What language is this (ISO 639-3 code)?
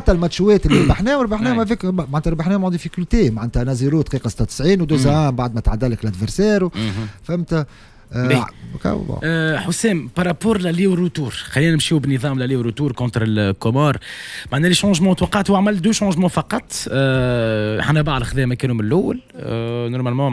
aeb